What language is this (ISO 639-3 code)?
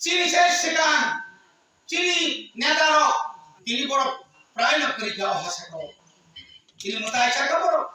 trp